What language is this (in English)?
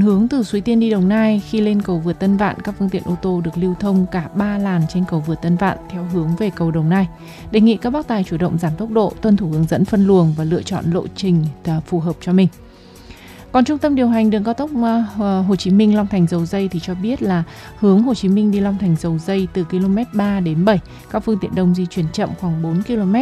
Vietnamese